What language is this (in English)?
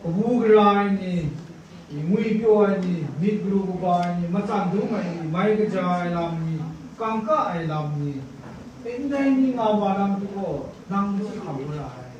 Kachin